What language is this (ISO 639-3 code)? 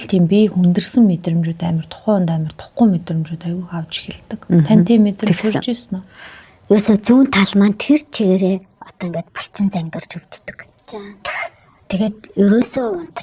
mon